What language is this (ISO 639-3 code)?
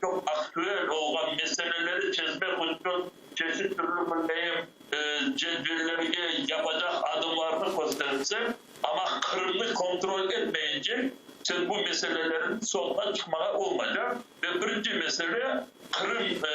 crh